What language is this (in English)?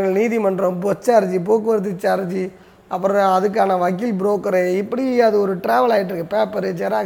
Tamil